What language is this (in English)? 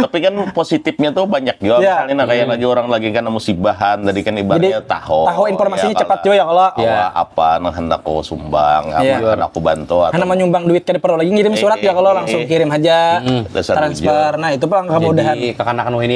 Banjar